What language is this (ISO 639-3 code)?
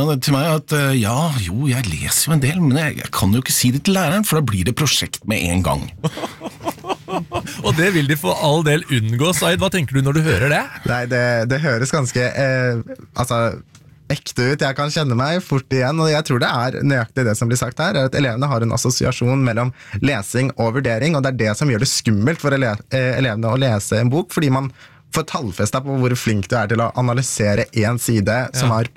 nor